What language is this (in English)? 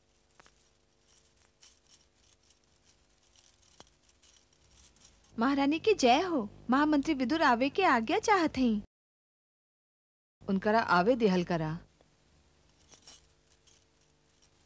Bhojpuri